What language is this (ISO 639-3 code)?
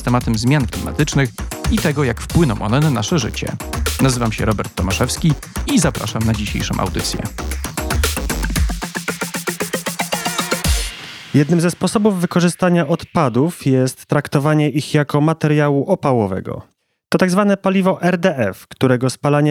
pol